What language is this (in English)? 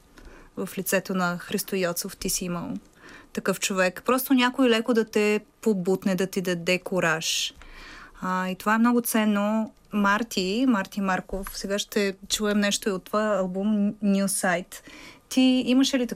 Bulgarian